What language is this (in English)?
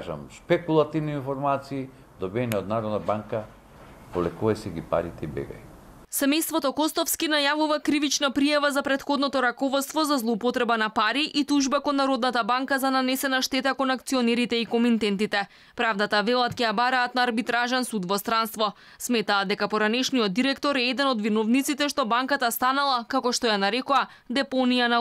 Macedonian